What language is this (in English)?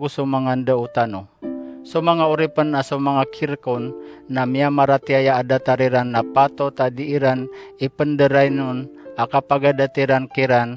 Maranao